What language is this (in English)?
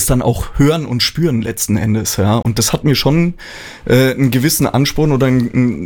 German